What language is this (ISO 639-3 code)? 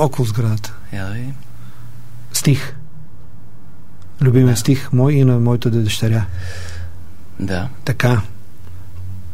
bul